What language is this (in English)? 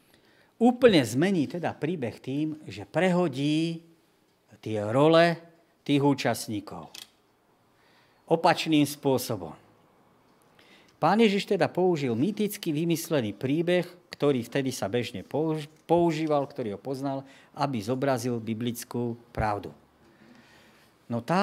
Slovak